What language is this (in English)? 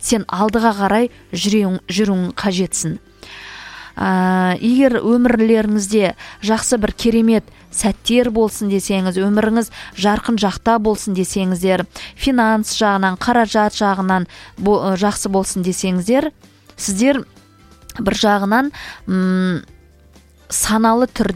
Kazakh